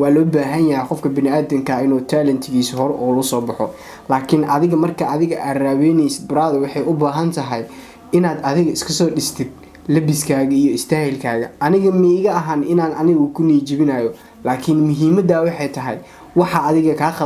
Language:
Somali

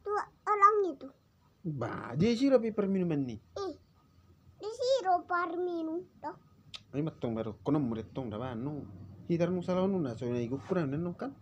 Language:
Batak Toba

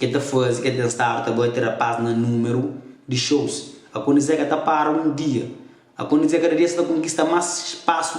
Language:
Kabuverdianu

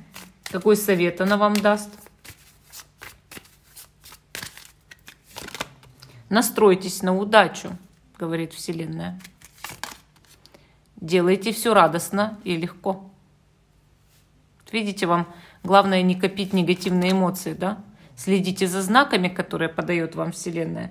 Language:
Russian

